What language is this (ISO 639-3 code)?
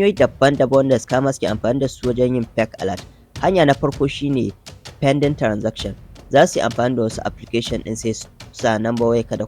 hau